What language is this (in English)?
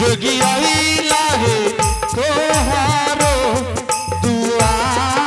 Angika